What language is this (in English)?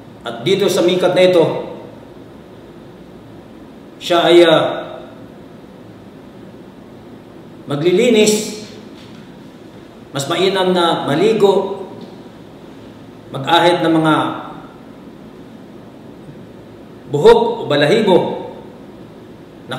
Filipino